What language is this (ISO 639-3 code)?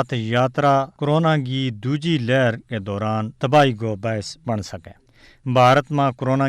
gju